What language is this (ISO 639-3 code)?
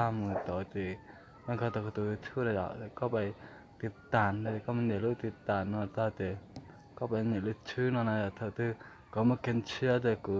hmn